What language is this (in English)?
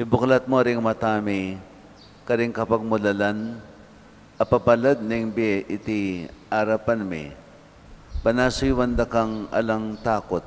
Pampanga